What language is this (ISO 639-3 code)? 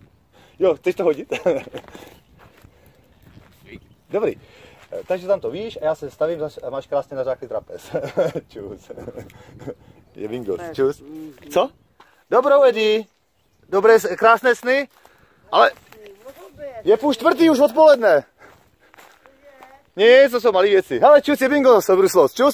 ces